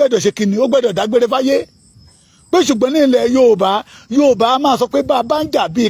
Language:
Yoruba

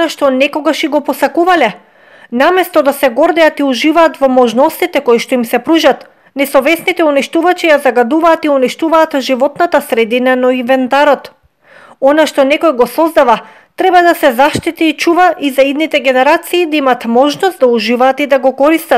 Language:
Macedonian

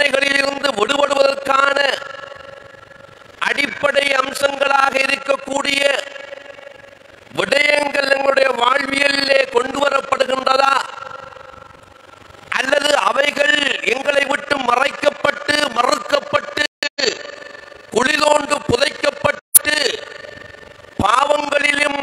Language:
Tamil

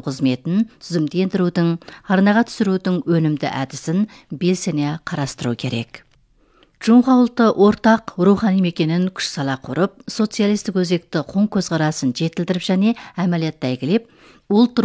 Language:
Kazakh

